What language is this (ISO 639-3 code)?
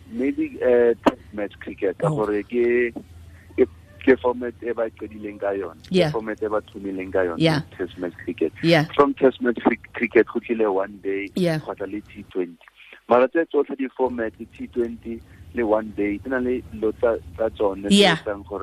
tsn